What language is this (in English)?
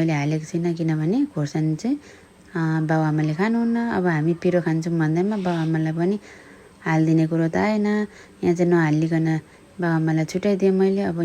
Nepali